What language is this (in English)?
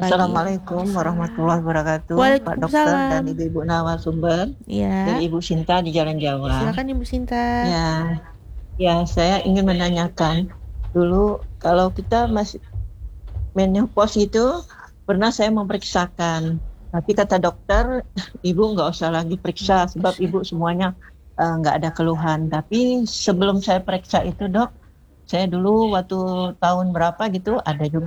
Indonesian